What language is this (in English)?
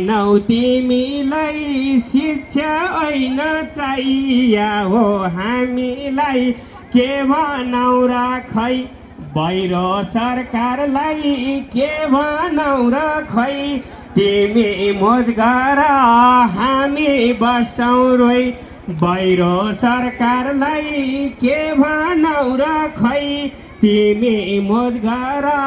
Nepali